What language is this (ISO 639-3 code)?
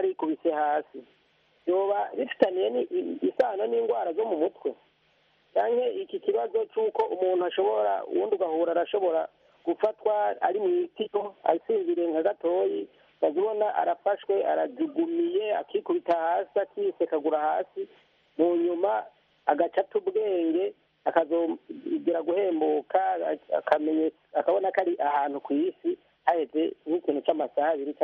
kin